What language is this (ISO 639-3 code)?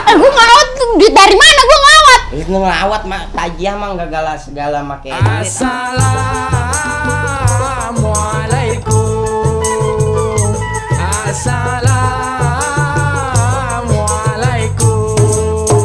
bew